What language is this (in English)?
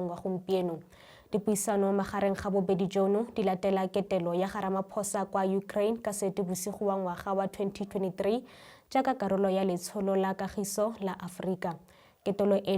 Tswana